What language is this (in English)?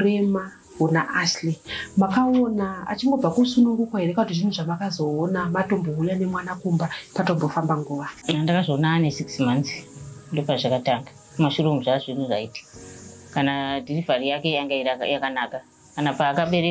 Shona